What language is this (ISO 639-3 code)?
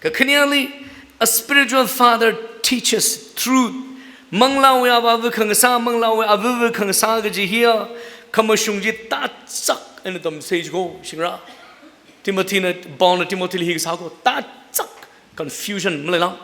nmf